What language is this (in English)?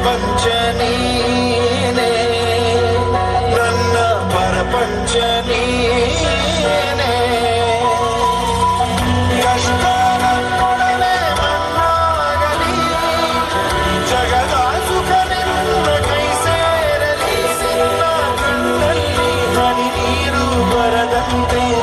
Kannada